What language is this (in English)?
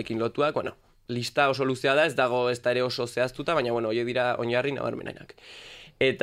Basque